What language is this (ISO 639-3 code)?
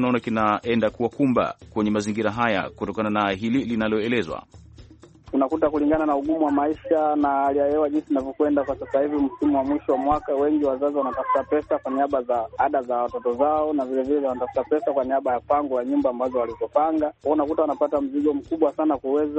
swa